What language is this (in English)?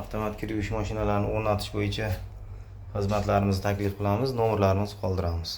Uzbek